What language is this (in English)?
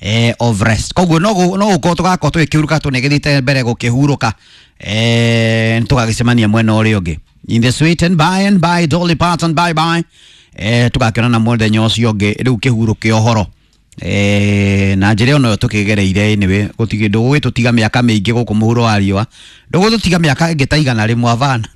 Kikuyu